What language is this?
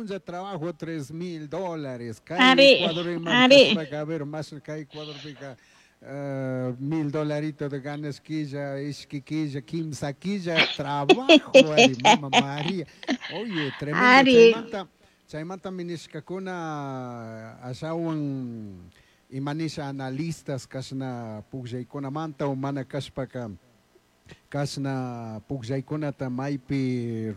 Chimborazo Highland Quichua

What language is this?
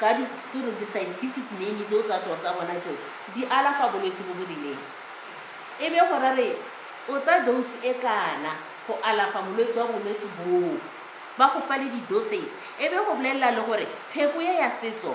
Tswana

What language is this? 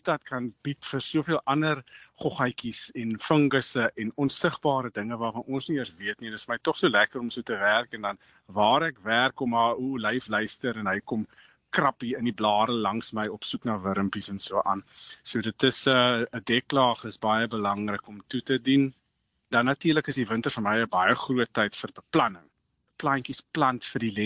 Afrikaans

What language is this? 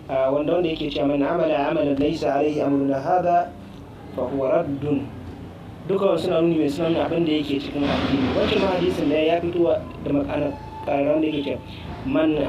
Hausa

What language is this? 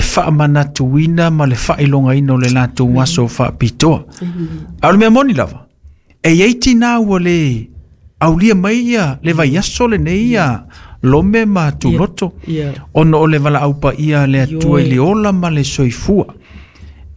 Samoan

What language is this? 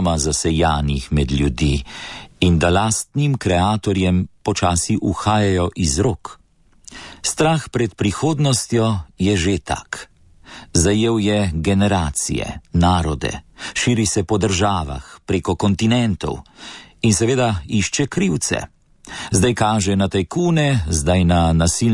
Slovenian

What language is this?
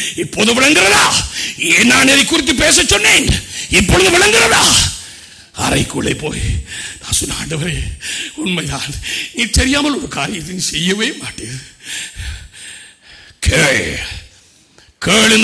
Tamil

